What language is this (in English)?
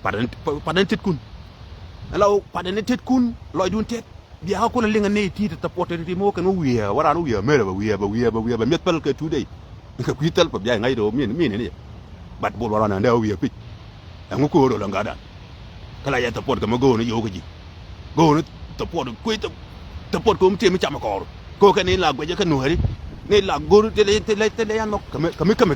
Nuer